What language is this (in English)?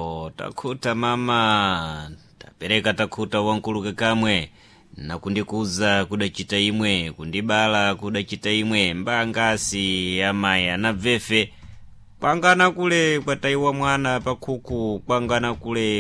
Sena